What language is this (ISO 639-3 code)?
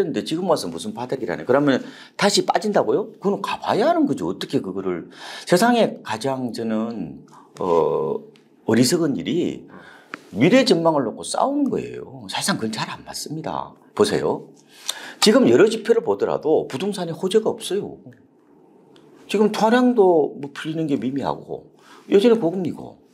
kor